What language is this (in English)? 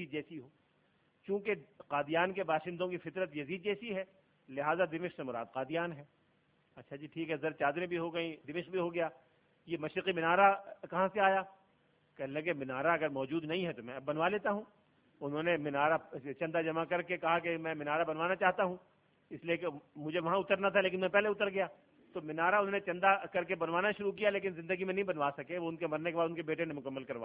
Urdu